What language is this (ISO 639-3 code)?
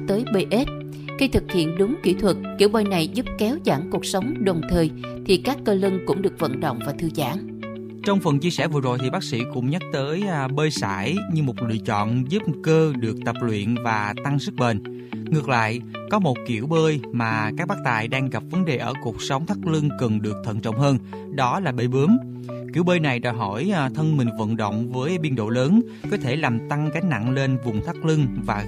vie